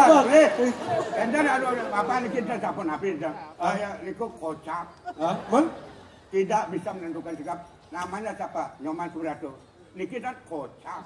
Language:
Balinese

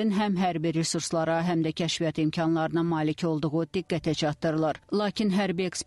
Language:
Azerbaijani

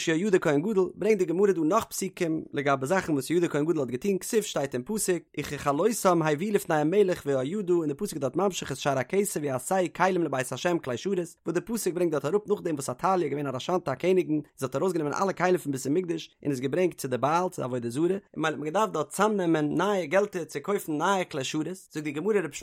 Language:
Yiddish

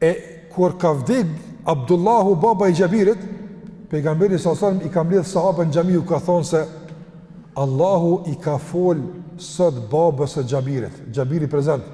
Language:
Albanian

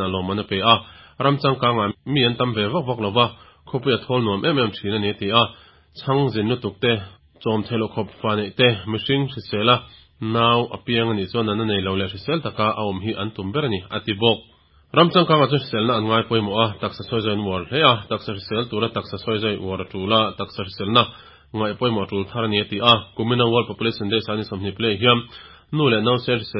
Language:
Mizo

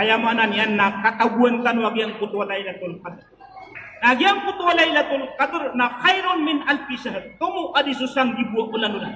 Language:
Maranao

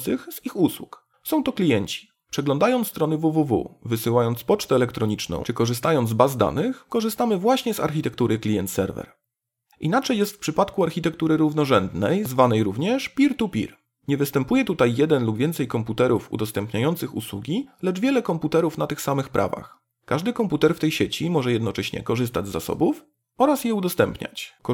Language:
Polish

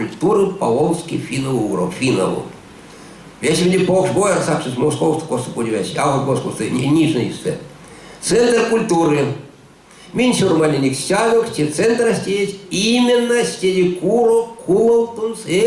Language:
Erzya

